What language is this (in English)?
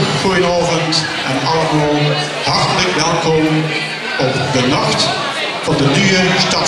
Limburgish